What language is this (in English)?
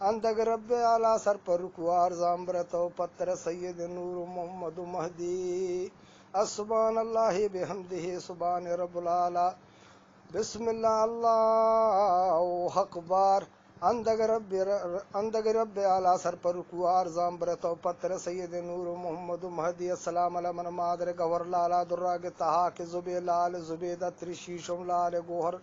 Eastern Balochi